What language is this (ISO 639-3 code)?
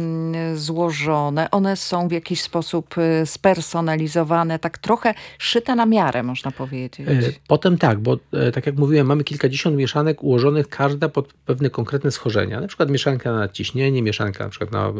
pol